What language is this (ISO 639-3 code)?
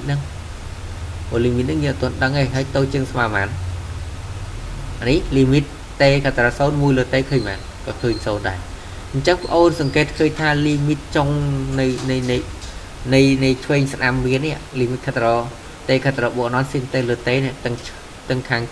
khm